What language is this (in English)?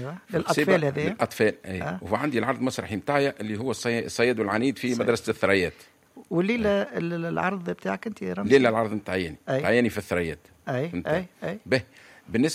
Tunisian Arabic